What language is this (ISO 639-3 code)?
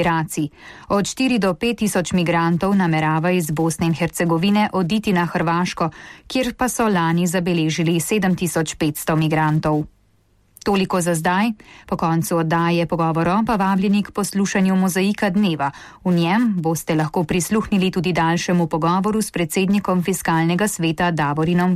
slv